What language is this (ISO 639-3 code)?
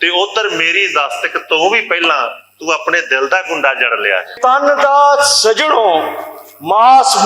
lah